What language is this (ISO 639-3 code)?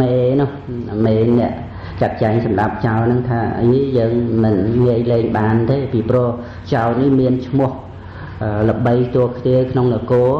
khm